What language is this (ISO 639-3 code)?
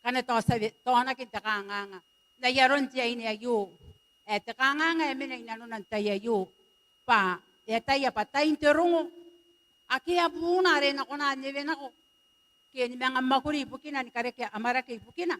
gil